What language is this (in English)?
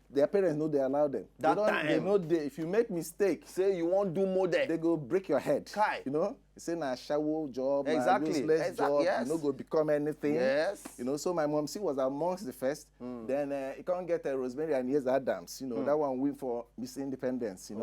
Nigerian Pidgin